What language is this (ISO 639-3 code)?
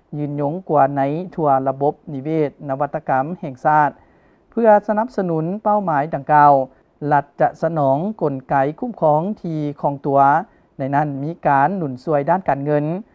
lao